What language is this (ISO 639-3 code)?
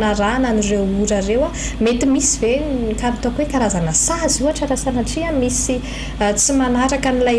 mlg